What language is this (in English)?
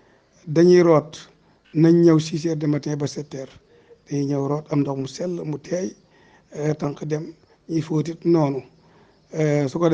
Wolof